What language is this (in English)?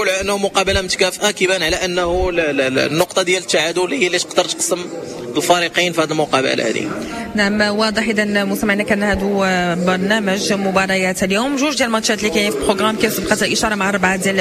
Moroccan Arabic